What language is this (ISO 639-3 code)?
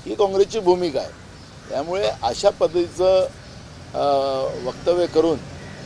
mar